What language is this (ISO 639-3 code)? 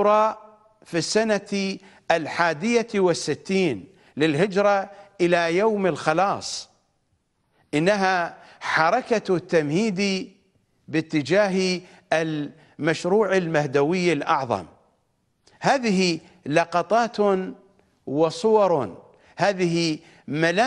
ara